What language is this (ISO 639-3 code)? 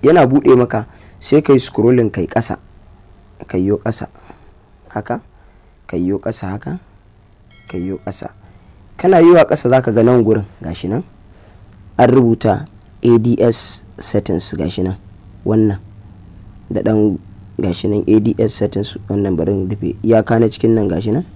hau